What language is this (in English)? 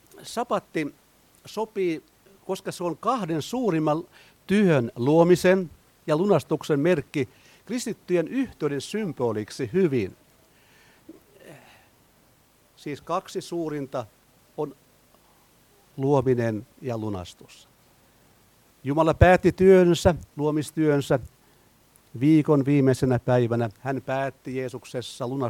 Finnish